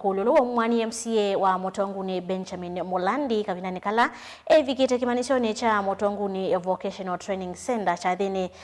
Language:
Kamba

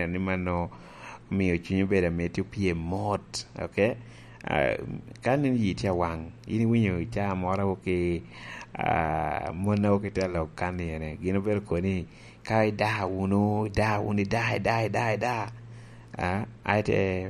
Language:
Lango (Uganda)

